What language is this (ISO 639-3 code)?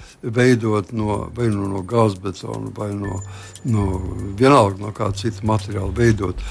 lav